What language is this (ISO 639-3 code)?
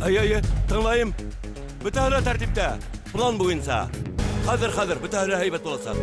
bak